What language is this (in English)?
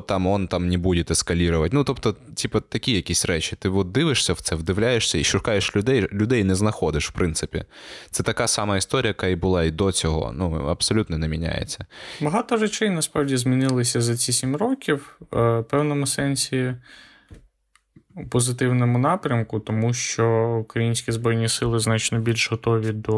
Ukrainian